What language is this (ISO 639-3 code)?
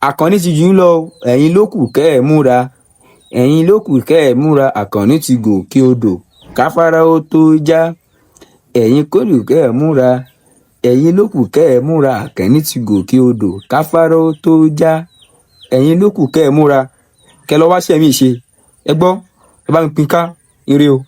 yor